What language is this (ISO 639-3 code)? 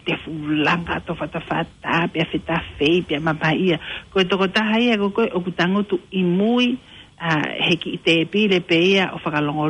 ton